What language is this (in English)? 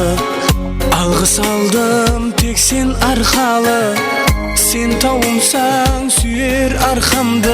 Kara-Kalpak